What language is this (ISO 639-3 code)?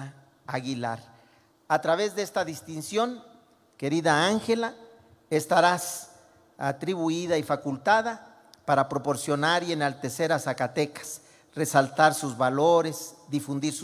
spa